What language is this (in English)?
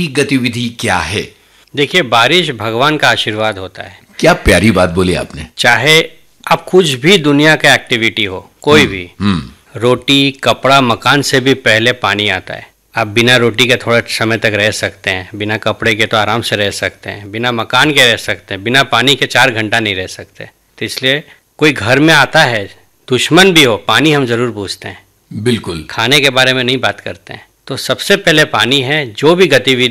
Hindi